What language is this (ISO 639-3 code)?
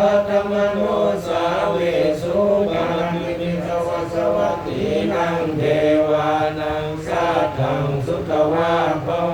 pli